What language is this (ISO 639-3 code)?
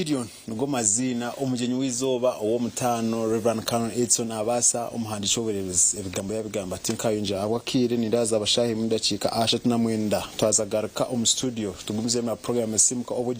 nyn